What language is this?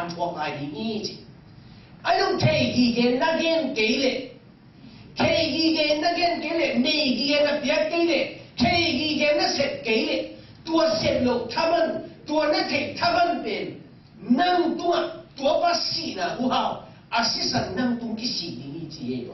Tedim Chin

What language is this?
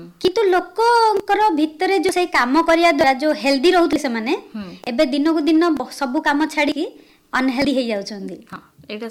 Odia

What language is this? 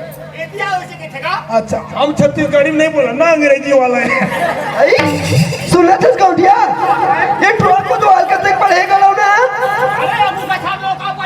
Chhattisgarhi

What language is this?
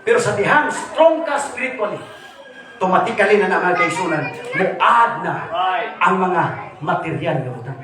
Cebuano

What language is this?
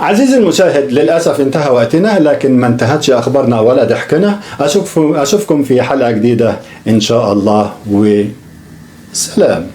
Egyptian Arabic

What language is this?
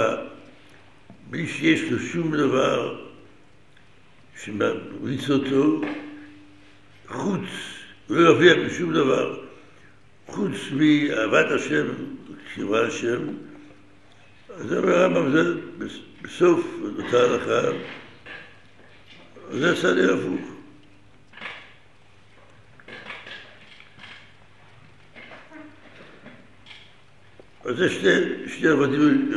Hebrew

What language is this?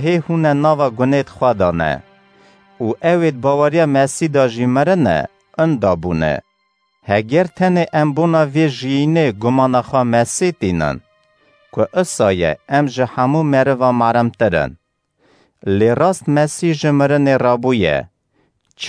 Kurdish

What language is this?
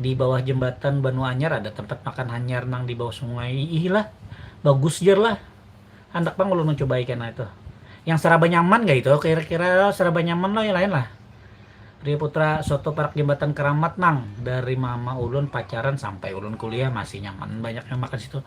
Banjar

